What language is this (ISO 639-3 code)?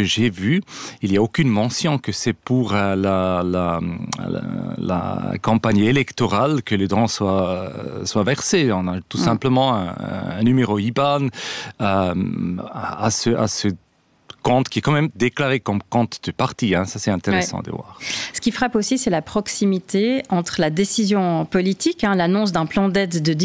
fra